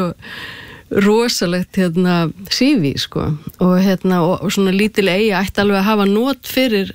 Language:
Icelandic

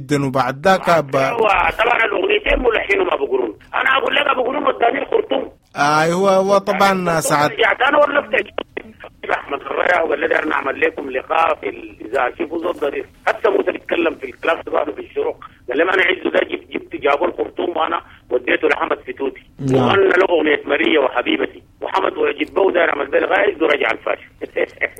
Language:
Sudanese Arabic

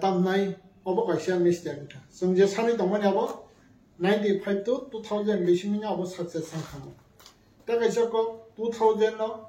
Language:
Kok Borok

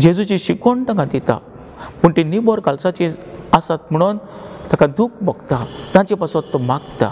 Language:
Konkani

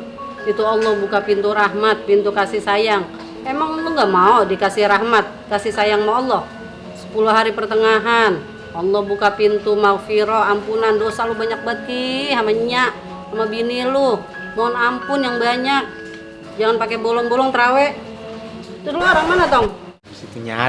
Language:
Betawi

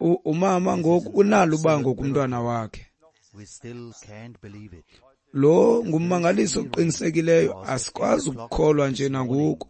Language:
Xhosa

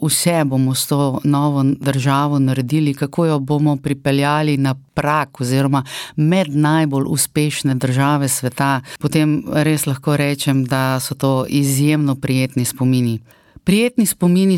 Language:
Slovenian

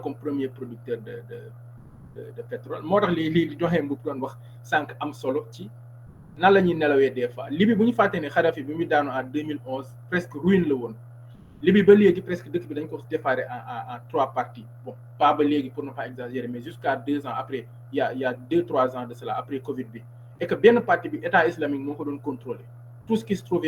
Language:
Wolof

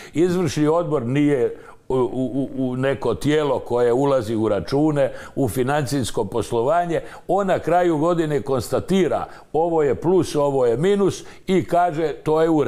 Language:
Croatian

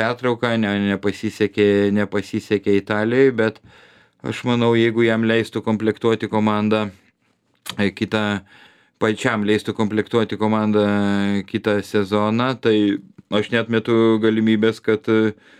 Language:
Lithuanian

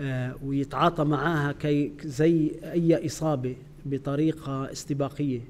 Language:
North Levantine Arabic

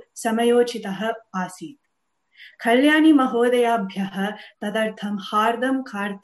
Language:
Sanskrit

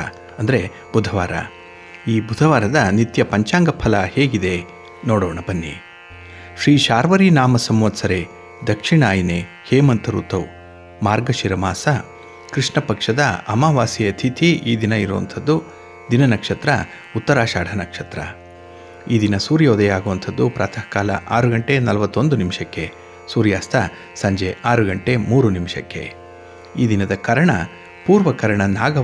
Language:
Kannada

